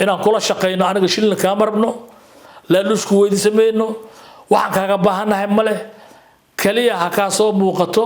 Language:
Somali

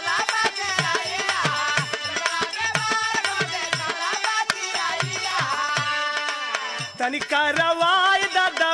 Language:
Bhojpuri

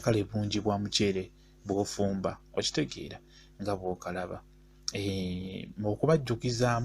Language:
Ganda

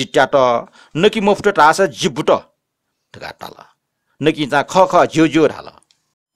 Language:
Newari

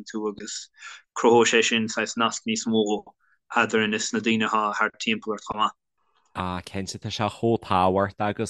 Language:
Irish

